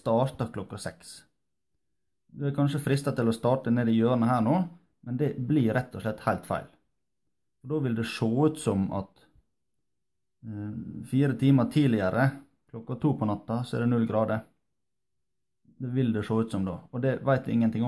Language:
Norwegian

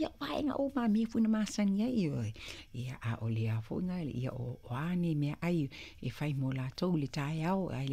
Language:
Samoan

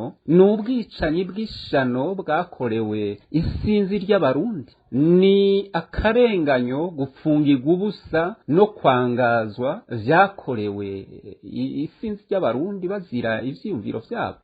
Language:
Rundi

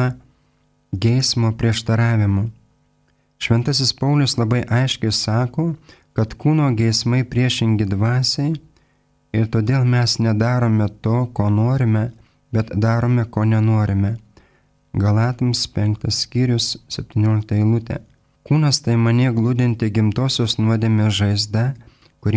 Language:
Lithuanian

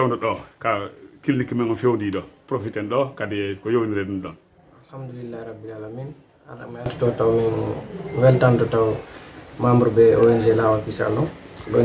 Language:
Pular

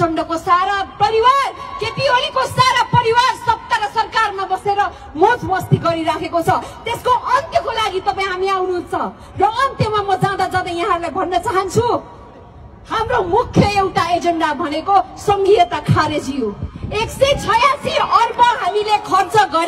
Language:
Nepali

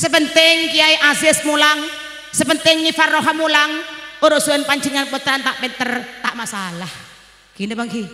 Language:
Madurese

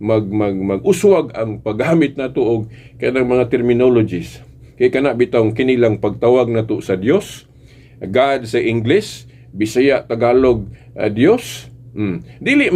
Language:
Cebuano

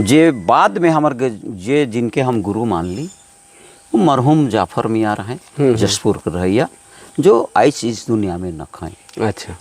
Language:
Sadri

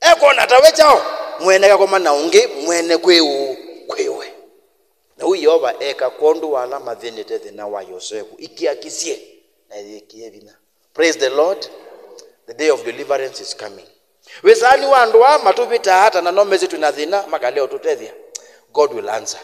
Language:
Kamba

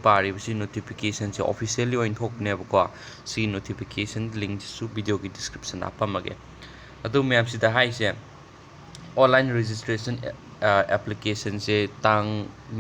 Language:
Manipuri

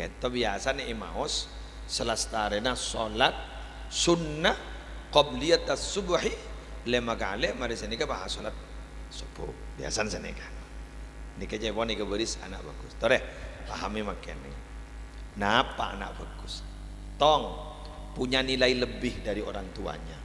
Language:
Madurese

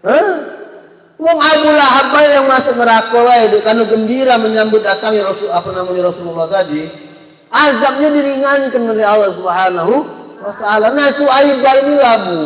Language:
Musi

